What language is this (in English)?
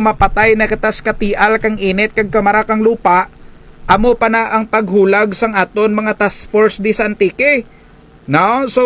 Kinaray-a